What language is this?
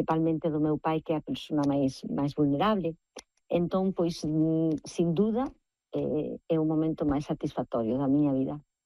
Galician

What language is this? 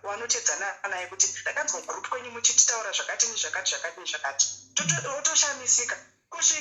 Shona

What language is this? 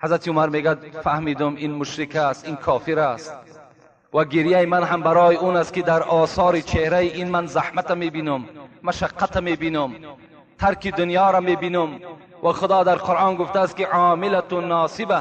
Tajik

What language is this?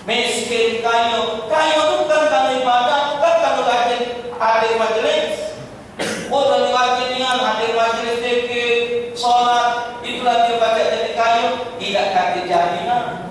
Musi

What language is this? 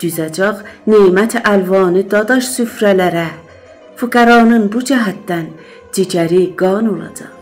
South Azerbaijani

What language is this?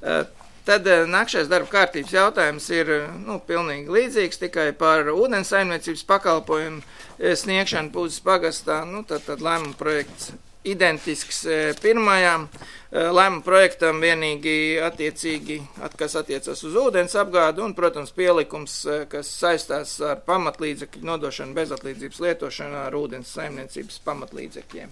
Latvian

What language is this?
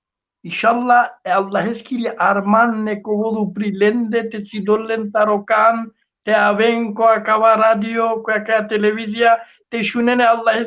Balkan Romani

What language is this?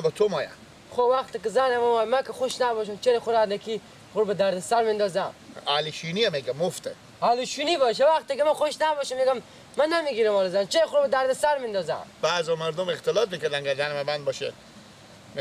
Persian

